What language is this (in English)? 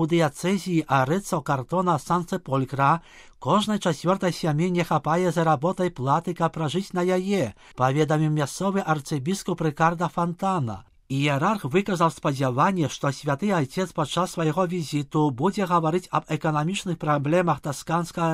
Belarusian